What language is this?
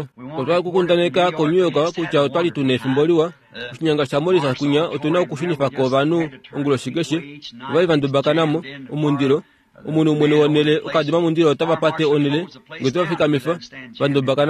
Kuanyama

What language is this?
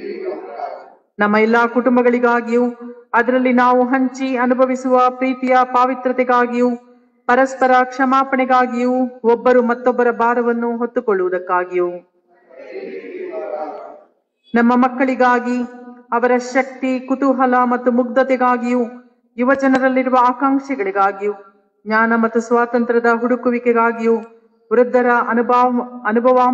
Kannada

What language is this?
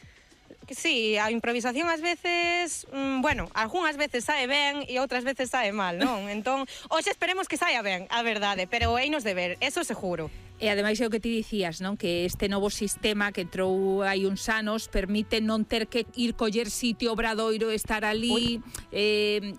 Galician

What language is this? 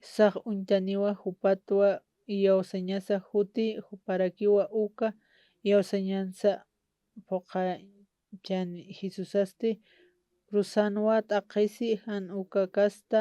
Aymara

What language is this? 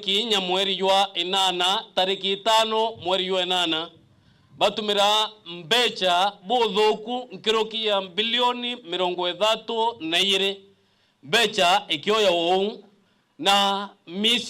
Meru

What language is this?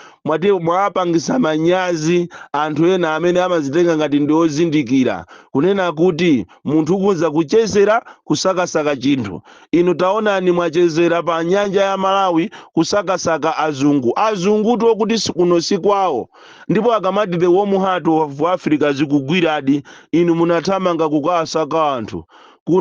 Nyanja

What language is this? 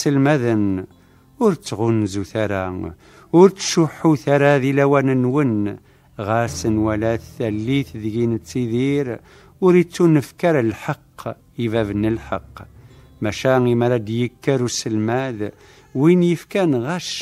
Kabyle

